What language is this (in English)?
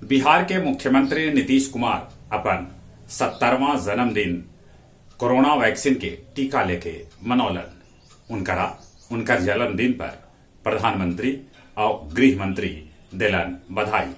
Magahi